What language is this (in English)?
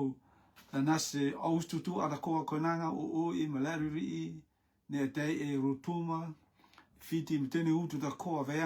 Rotuman